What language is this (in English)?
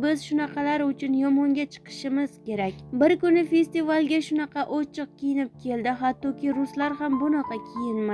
Uzbek